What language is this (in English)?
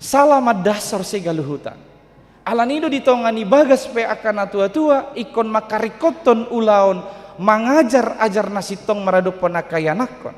Batak Toba